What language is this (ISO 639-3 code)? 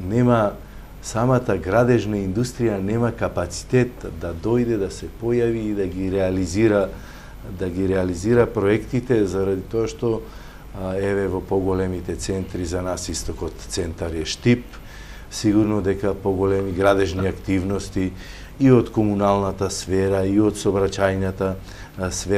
mkd